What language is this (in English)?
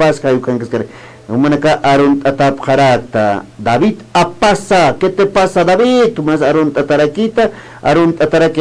Aymara